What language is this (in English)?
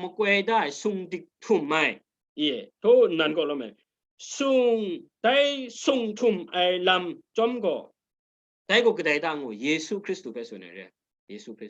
Kachin